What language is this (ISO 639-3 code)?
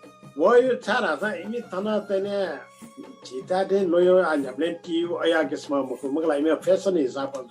new